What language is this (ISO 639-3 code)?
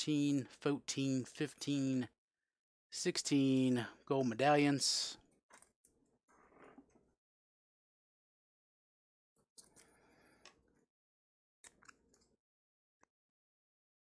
eng